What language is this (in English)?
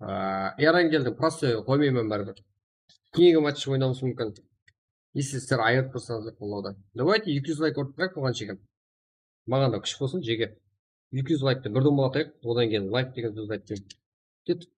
Kara-Kalpak